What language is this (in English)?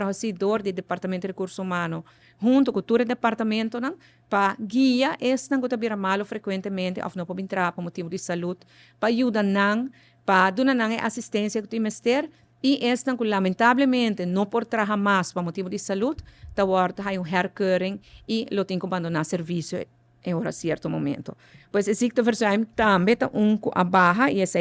Papiamento